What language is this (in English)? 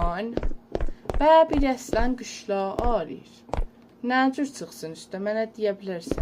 South Azerbaijani